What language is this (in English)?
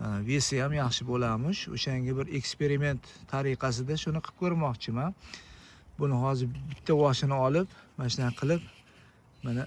Uzbek